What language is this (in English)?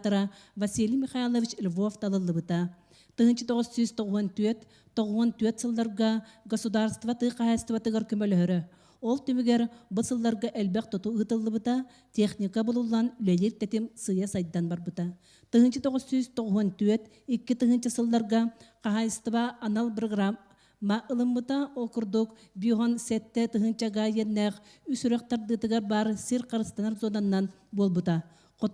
Yakut